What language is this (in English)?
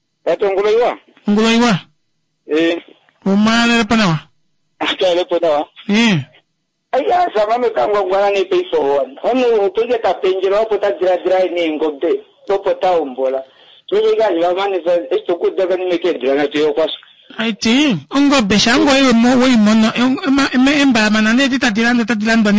Kuanyama